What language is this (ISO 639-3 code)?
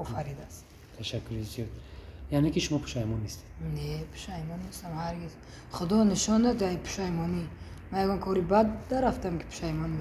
tgk